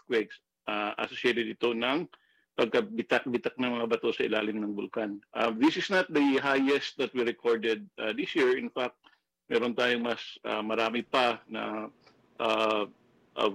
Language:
Filipino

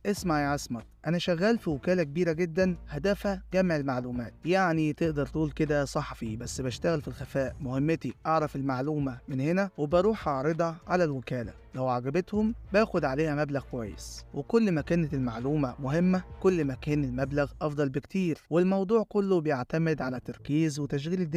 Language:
Egyptian Arabic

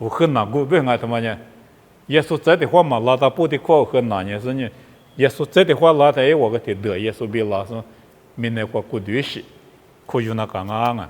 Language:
Lisu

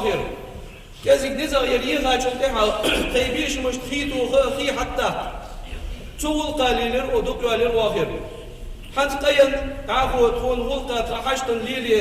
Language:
Ingush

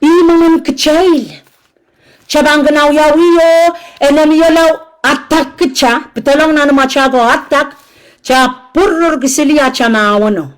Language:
Pohnpeian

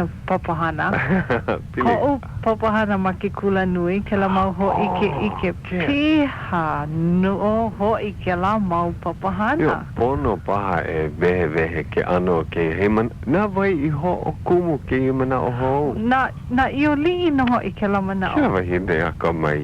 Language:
Hawaiian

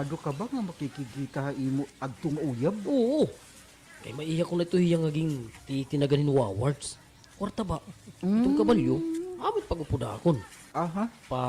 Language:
Waray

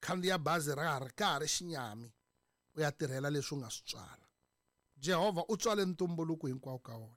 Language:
Tsonga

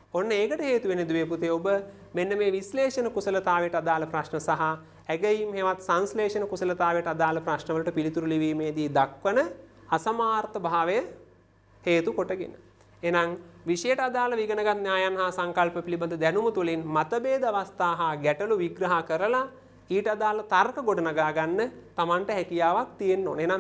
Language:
Sinhala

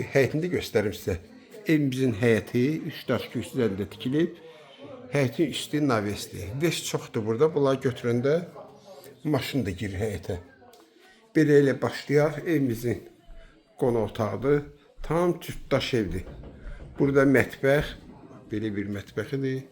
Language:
Azerbaijani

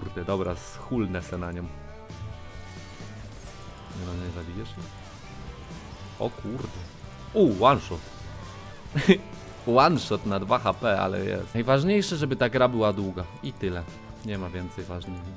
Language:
Polish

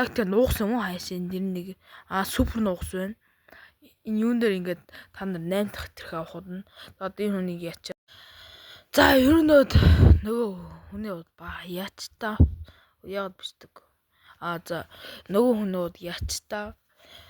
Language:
Mongolian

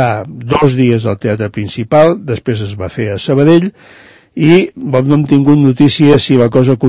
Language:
Catalan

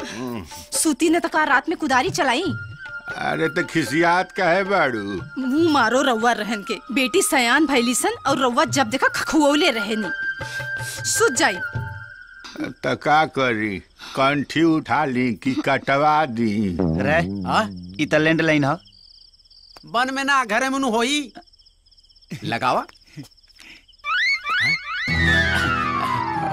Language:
Bhojpuri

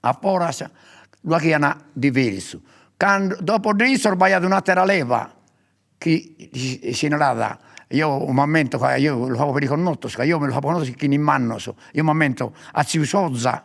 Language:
Sardinian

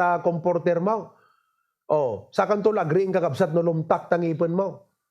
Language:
Iloko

